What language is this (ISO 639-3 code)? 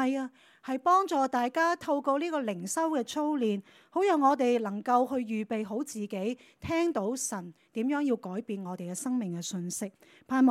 yue